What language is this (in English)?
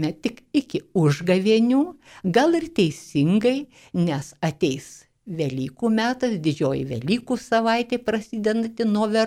Lithuanian